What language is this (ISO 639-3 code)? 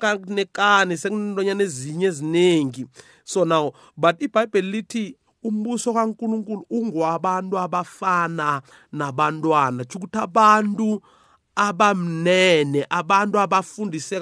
nbl